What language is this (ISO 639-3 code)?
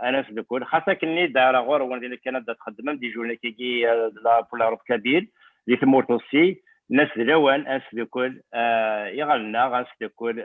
kab